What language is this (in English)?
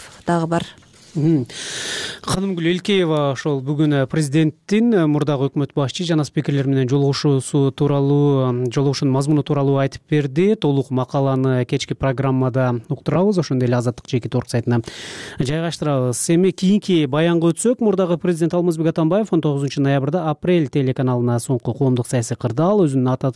Kyrgyz